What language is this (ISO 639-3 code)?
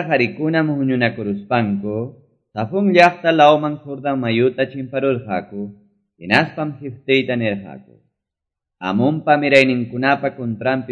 que